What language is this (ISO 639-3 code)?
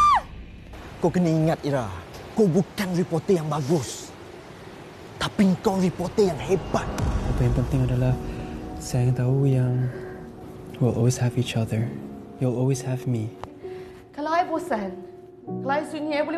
msa